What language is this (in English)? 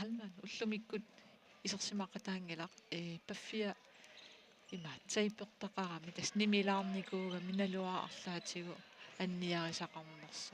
Kalaallisut